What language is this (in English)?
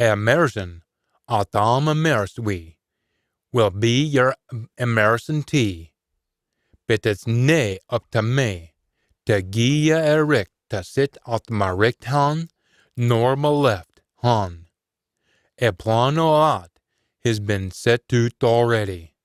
Scots